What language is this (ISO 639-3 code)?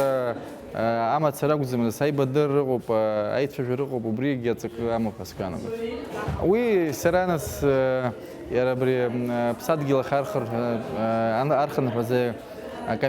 abk